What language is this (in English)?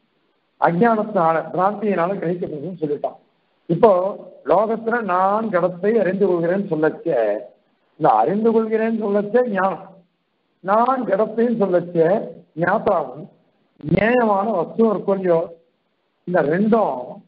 Tamil